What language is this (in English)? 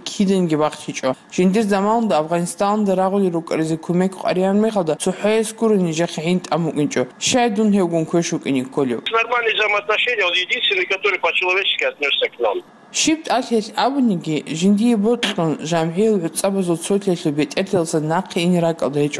Avaric